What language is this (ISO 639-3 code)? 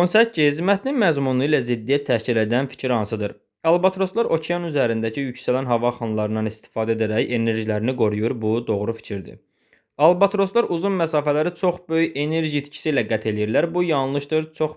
aze